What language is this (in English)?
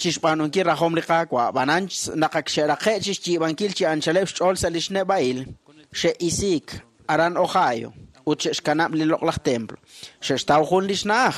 Kekchí